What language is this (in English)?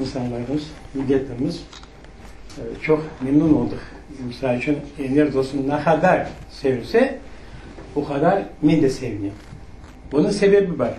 Crimean Tatar